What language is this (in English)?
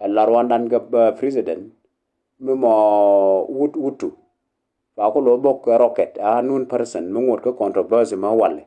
Nuer